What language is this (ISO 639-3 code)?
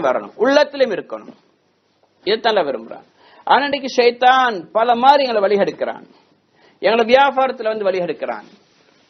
tam